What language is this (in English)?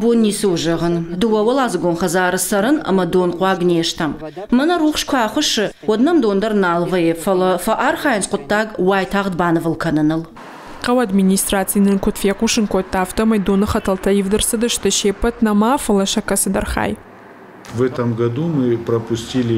Ossetic